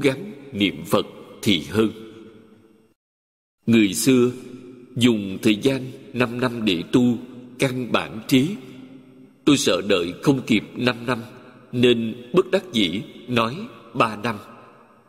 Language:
Vietnamese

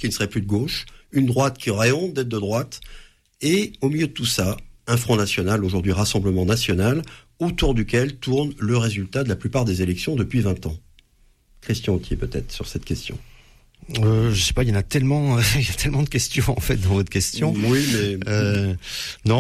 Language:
French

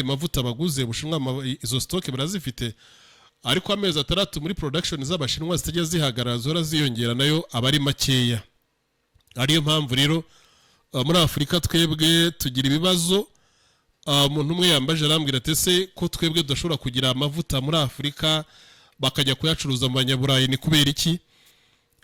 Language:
Kinyarwanda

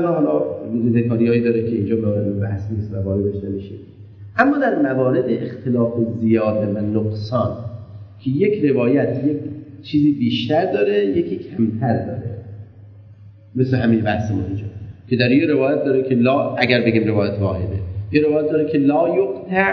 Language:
Persian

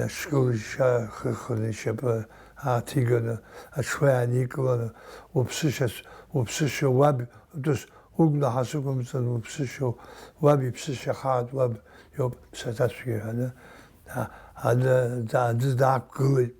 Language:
Abkhazian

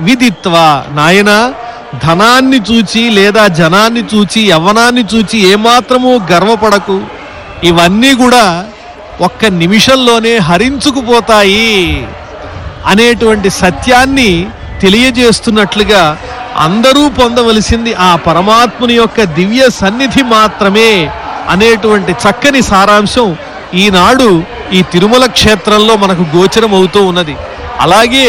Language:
Telugu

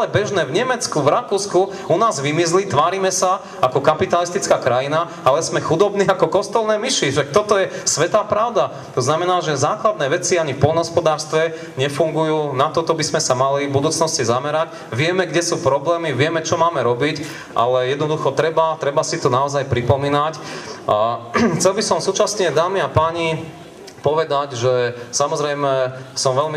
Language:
Slovak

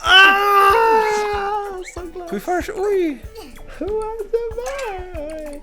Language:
Faroese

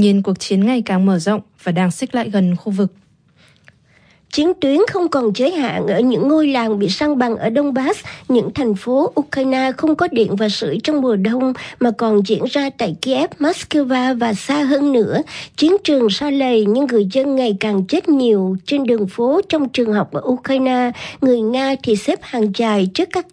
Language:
Vietnamese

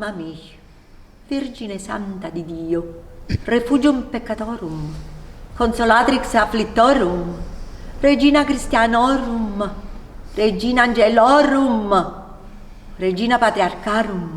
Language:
Neapolitan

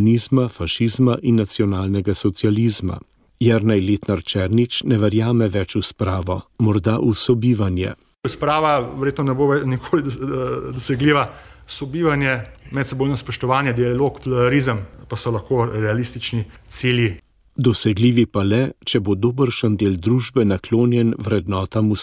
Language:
Slovenian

